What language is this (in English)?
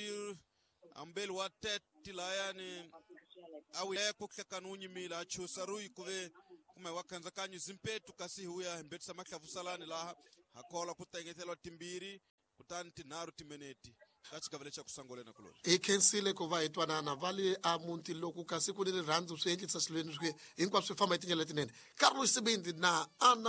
Tsonga